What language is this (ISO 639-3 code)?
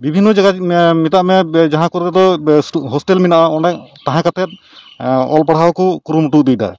sat